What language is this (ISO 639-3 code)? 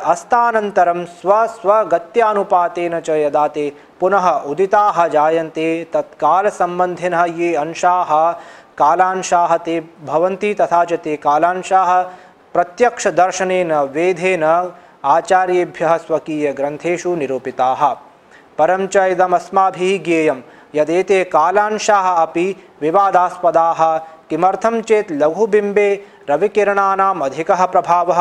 san